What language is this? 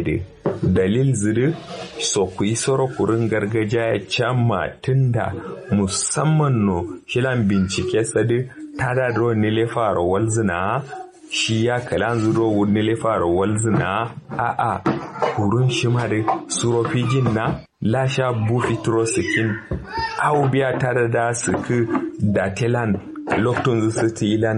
Kanuri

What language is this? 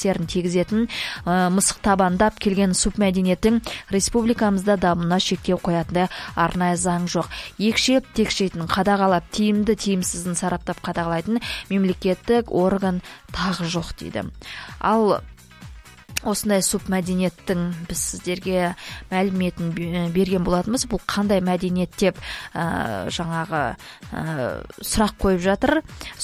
Kazakh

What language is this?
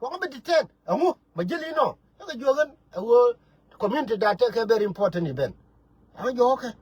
Nuer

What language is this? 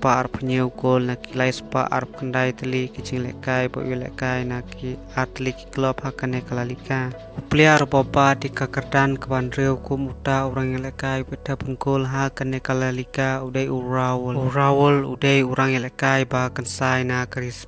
Khasi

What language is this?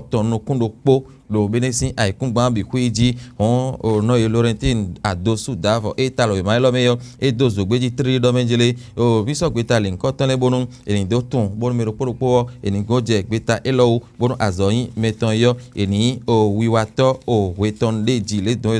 Fon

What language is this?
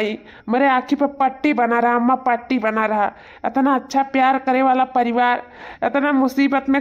Awadhi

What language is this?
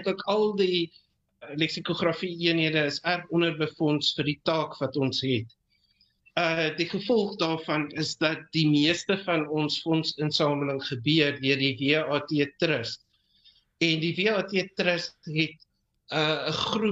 Afrikaans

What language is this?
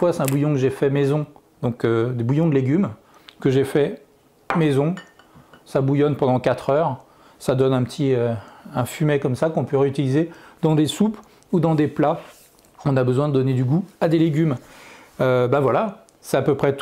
French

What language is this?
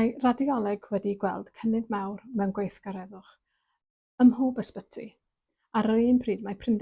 Welsh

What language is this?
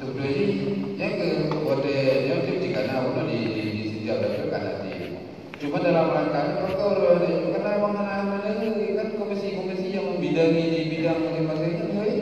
Achinese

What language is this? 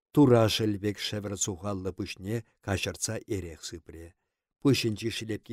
Chuvash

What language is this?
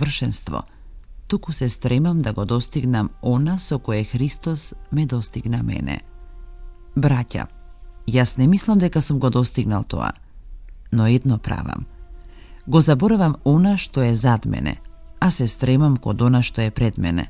Macedonian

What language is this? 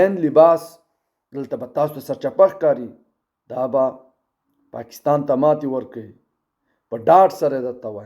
Pashto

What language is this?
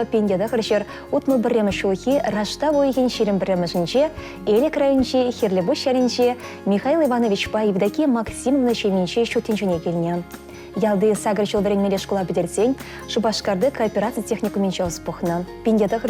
Chuvash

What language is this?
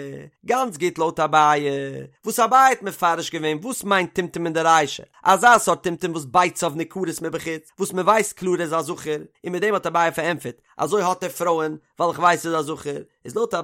Yiddish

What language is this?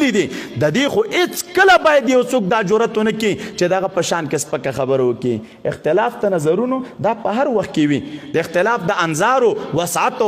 Pashto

